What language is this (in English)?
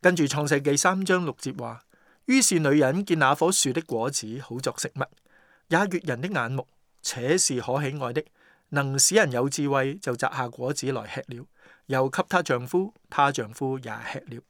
Cantonese